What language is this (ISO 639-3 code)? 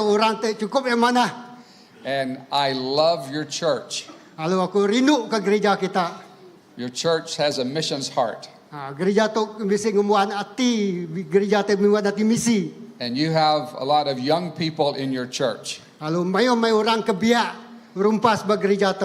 iba